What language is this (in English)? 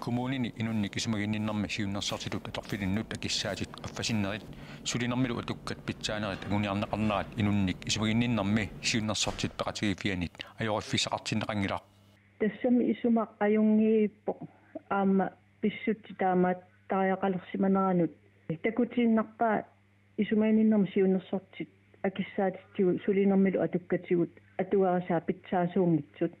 Kalaallisut